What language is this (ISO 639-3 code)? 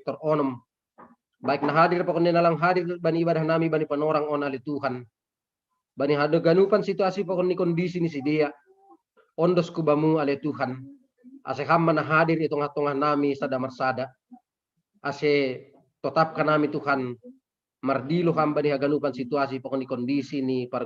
bts